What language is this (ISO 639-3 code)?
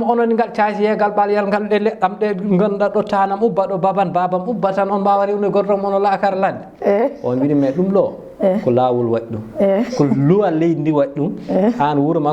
ful